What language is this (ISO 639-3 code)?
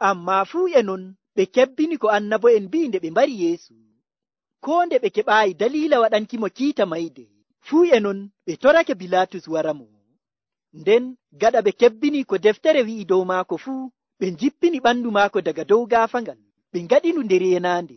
fuv